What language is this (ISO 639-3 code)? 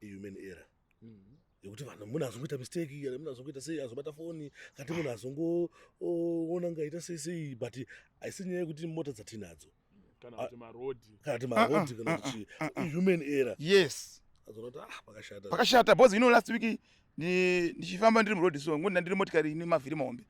sna